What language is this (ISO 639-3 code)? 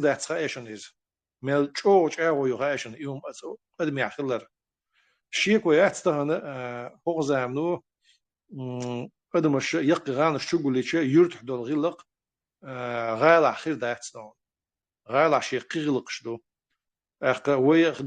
che